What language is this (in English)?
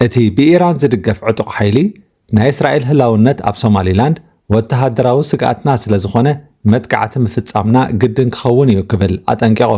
Tigrinya